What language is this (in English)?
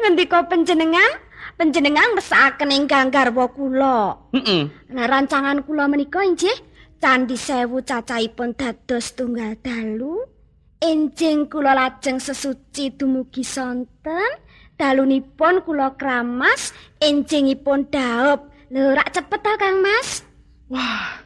Javanese